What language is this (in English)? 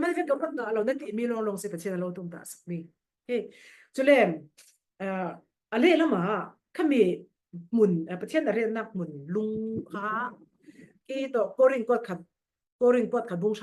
Falam Chin